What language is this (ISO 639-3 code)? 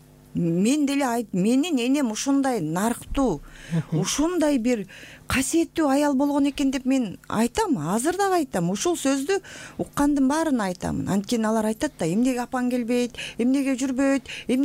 kir